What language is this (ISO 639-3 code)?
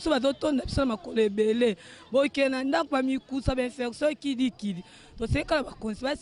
lin